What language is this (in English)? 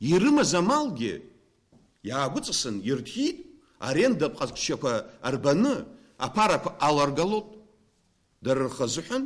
Abkhazian